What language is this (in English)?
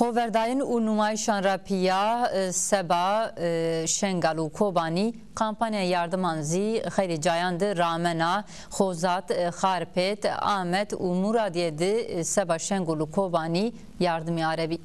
Zaza